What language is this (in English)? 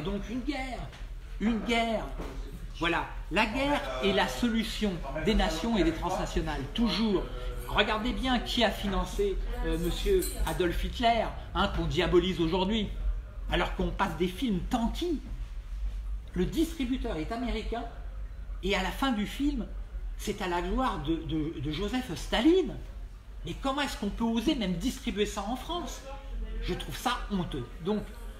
French